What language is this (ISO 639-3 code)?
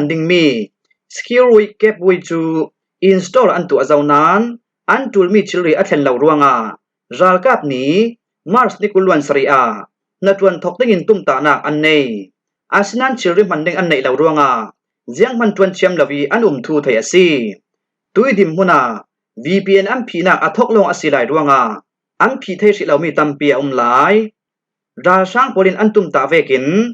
cfm